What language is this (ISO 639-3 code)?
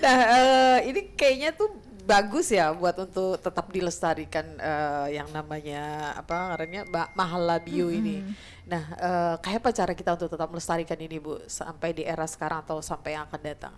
bjn